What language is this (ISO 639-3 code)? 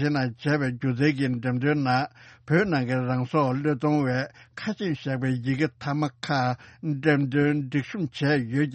bod